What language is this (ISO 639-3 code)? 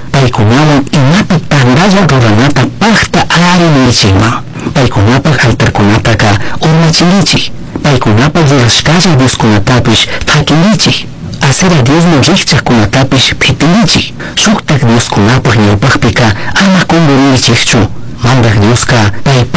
qug